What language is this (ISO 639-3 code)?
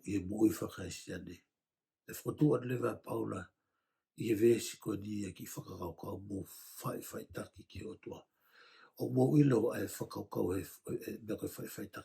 ton